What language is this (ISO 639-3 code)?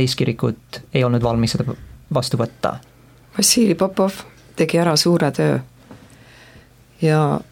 est